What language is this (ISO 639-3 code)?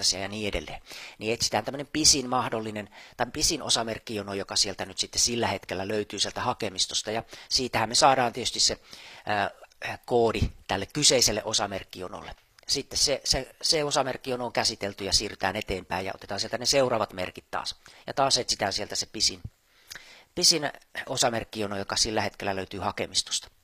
fin